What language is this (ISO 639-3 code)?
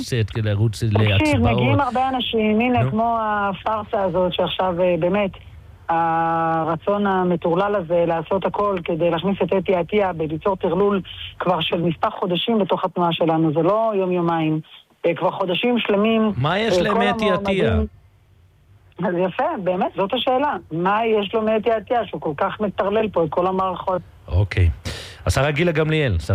heb